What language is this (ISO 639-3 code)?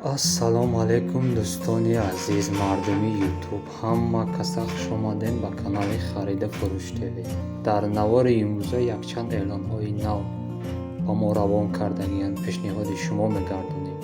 tgk